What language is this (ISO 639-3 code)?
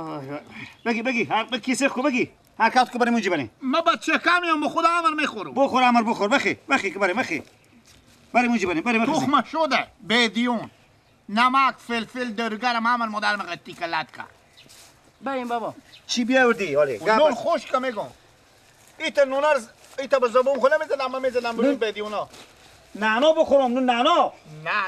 fas